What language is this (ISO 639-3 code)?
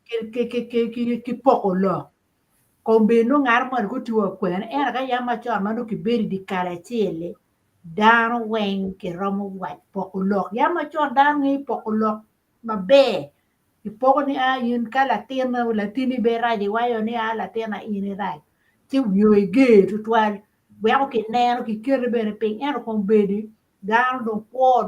ach